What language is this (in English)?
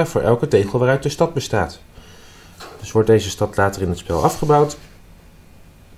Dutch